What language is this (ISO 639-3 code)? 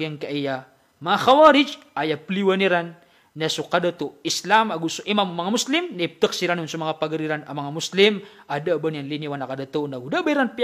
mrw